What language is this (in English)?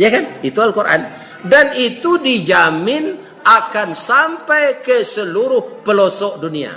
Minangkabau